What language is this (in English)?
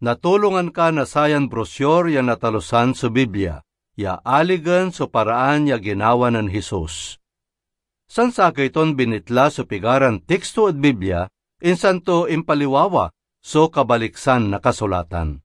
Pangasinan